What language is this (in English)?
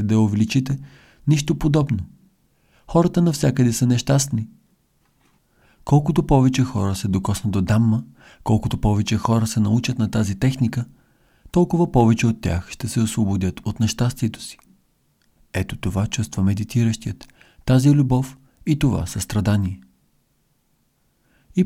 Bulgarian